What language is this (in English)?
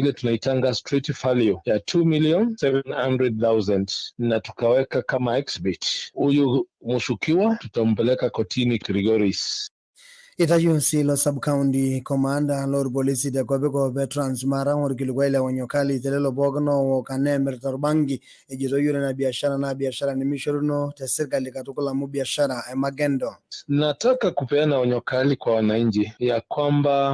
Masai